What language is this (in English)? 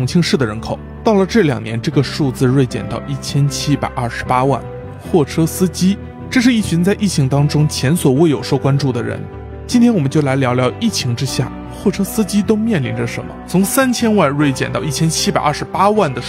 Chinese